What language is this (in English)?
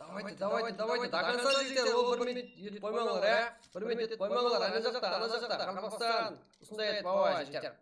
Kara-Kalpak